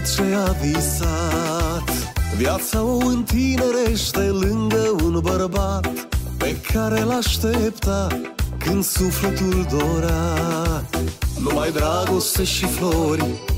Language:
Romanian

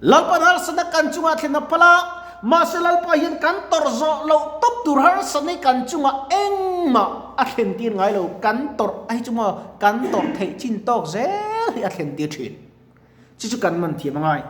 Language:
Mizo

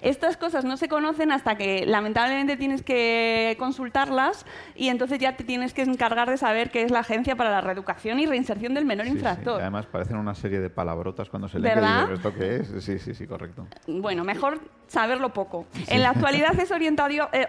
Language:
Spanish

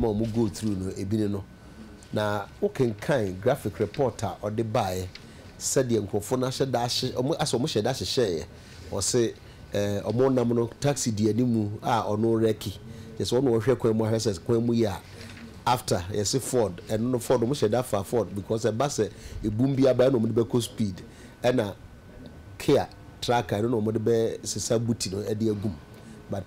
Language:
Akan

